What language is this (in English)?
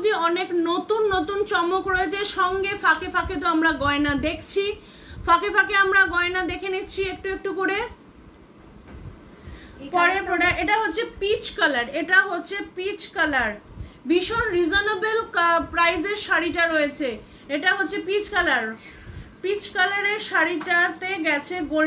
Bangla